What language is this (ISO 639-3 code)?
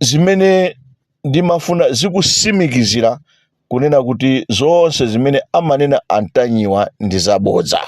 nya